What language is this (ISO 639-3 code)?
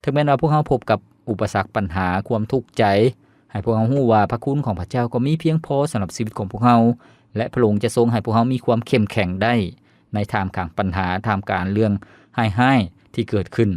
lao